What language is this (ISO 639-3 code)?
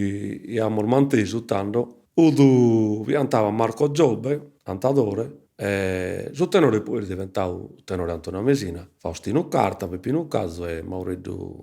srd